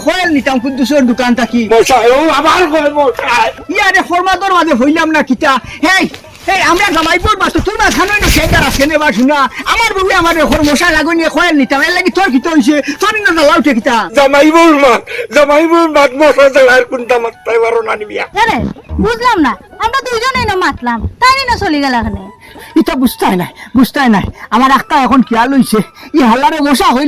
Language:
Sylheti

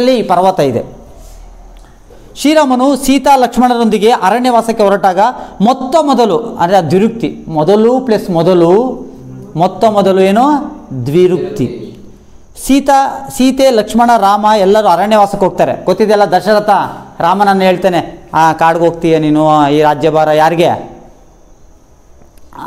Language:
Kannada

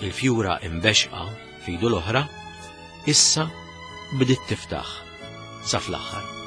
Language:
Maltese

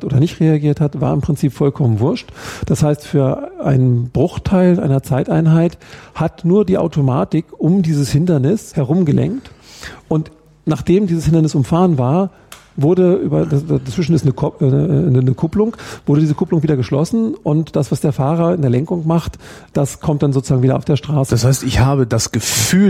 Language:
German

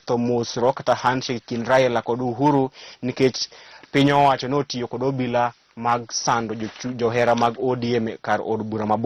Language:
Luo (Kenya and Tanzania)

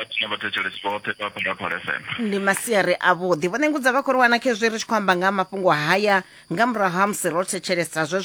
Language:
Venda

